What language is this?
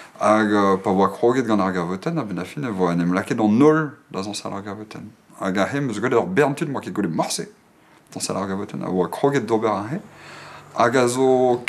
Breton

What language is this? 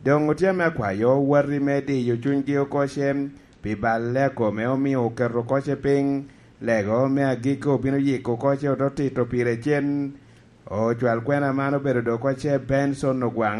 Lango (Uganda)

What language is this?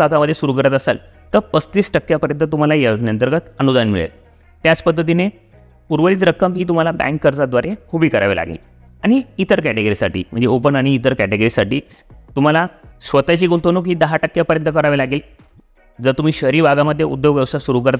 Marathi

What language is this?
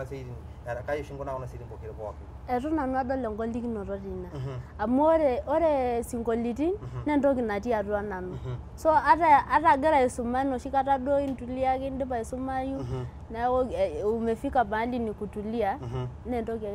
Masai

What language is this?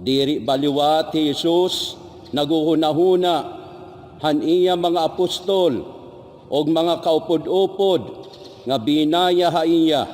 Waray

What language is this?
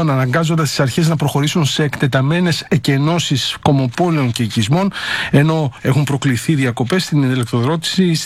Greek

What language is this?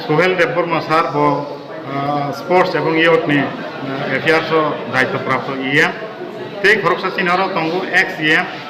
Kok Borok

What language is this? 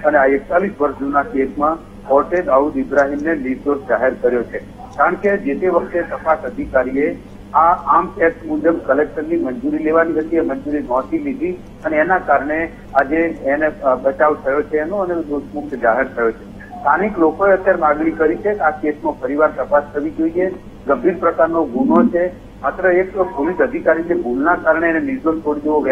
Gujarati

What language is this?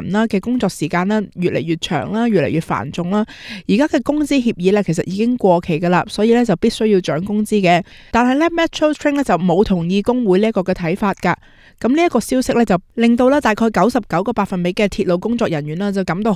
Cantonese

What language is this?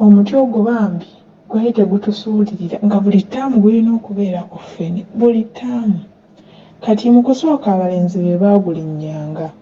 Ganda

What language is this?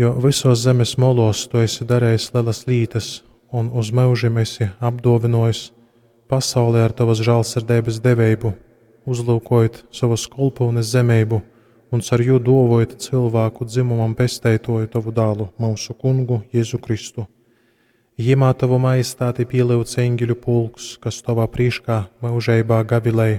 Latgalian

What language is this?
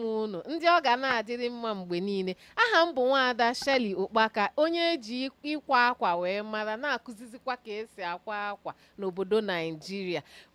Igbo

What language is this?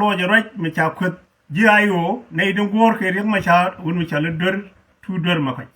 Nuer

